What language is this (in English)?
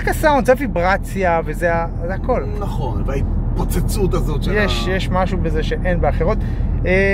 Hebrew